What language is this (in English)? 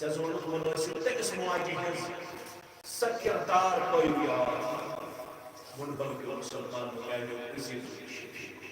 Kashmiri